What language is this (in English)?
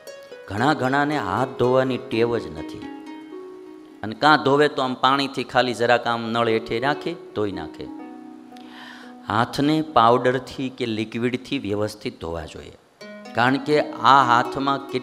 Gujarati